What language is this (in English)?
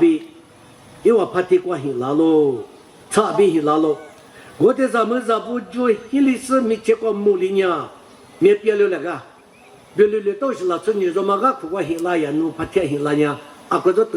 Lisu